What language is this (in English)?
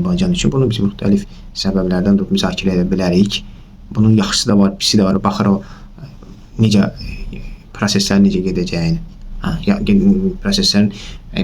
Azerbaijani